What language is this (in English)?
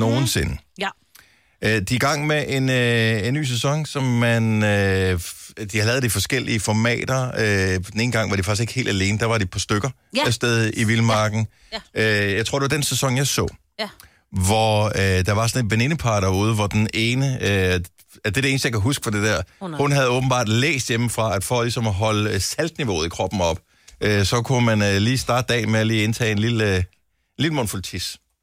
Danish